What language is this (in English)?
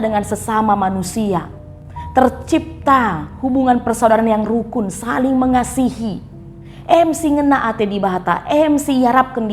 Batak Karo